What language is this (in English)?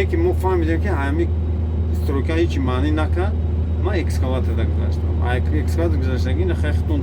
Tajik